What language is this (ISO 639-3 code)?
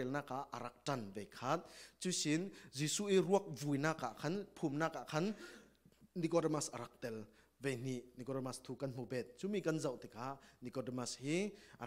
cfm